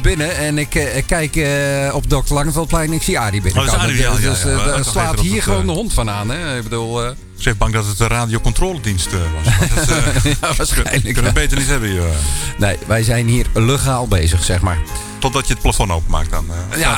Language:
Dutch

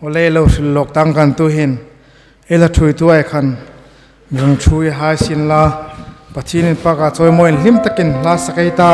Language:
Hmar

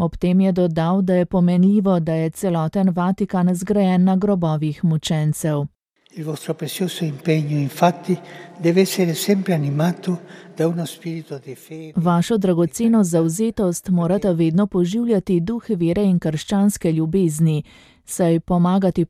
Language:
Slovenian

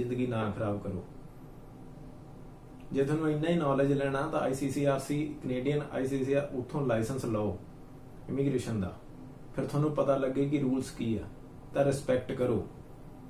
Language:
Punjabi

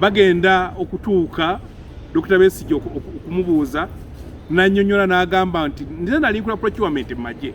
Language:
Ganda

